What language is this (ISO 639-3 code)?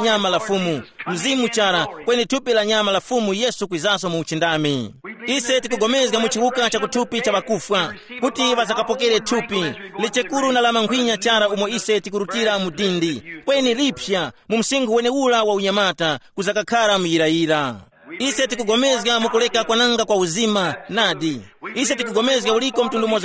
tum